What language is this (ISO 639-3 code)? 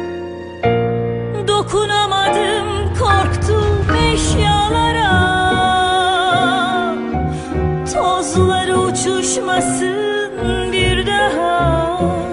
tur